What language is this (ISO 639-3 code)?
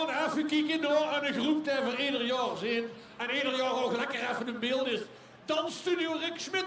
lim